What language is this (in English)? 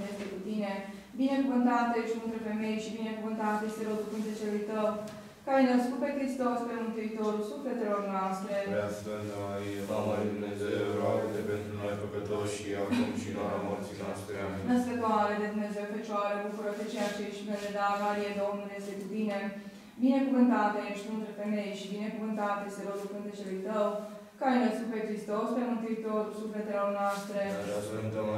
Romanian